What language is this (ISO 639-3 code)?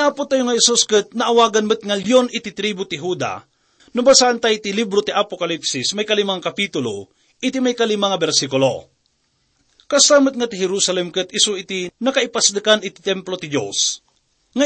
ilo